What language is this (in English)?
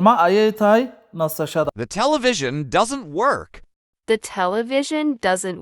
Somali